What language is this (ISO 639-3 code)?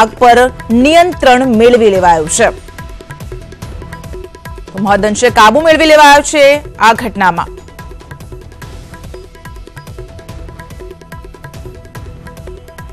guj